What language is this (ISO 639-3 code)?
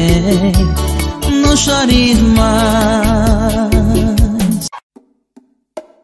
por